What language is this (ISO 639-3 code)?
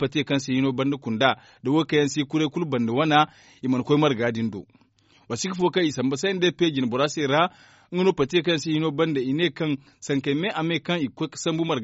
dje